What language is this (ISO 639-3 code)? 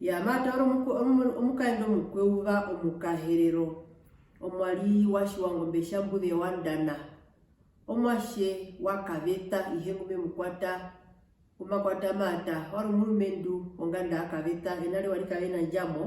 her